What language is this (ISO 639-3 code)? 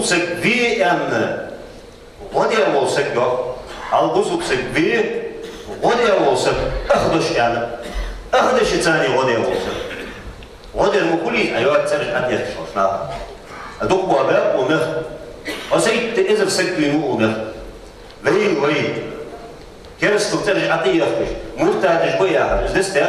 inh